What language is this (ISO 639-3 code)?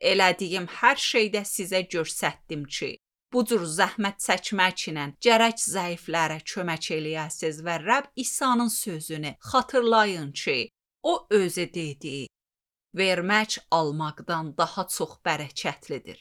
aze